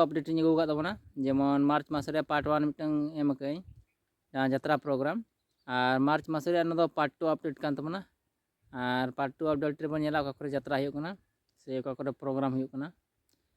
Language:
Santali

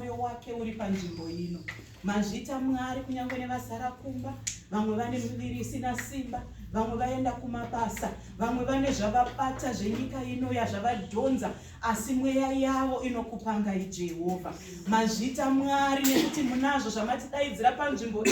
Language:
Shona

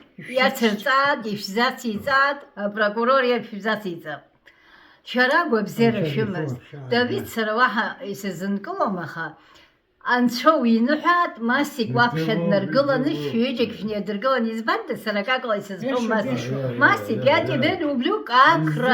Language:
Abkhazian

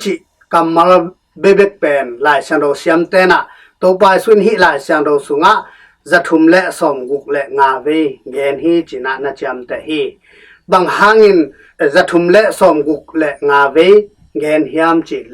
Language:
Tedim Chin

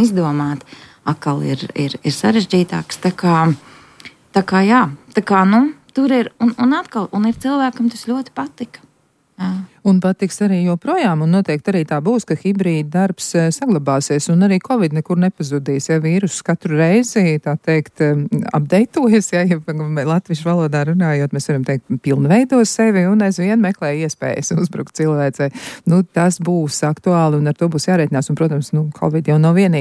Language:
Latvian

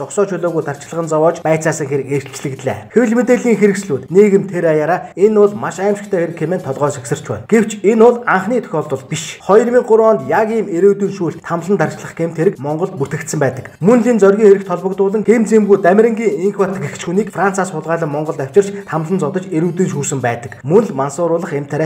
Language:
Mongolian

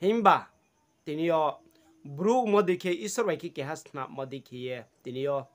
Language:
Riang (India)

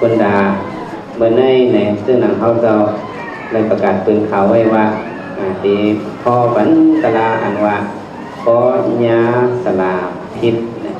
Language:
Shan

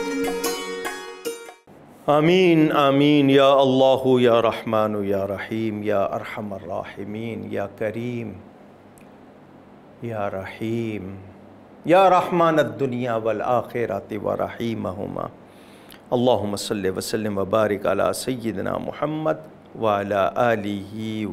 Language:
Arabic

